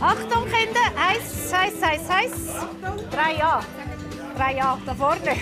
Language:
Swiss German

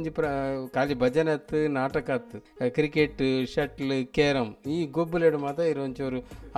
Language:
Tulu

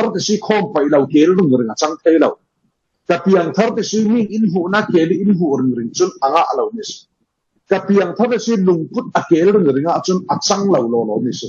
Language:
Falam Chin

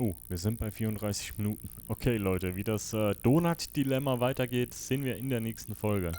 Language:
Swiss German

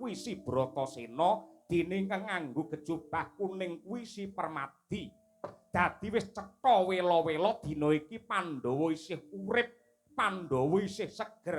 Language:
Javanese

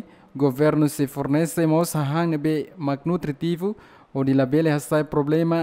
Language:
Tetum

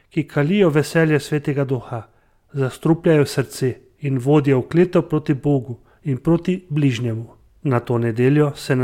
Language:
Slovenian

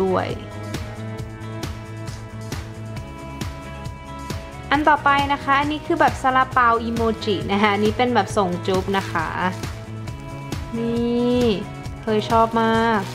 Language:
Thai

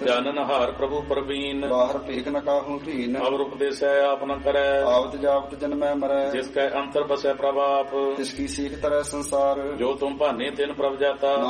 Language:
Punjabi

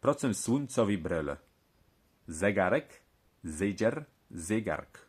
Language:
Kashubian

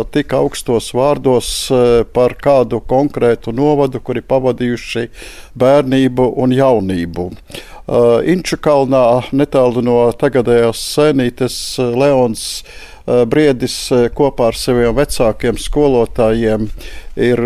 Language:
Latvian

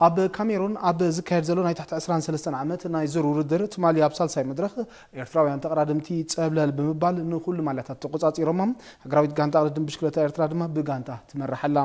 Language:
Tigrinya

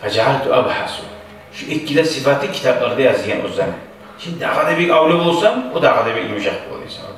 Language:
Kumyk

